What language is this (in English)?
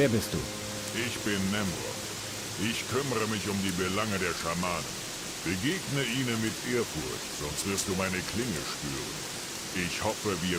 Bavarian